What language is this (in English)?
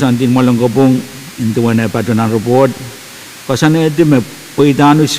Pohnpeian